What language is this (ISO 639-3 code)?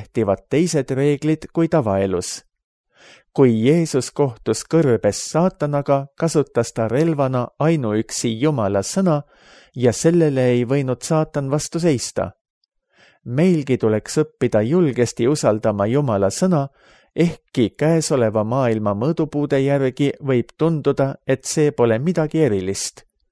est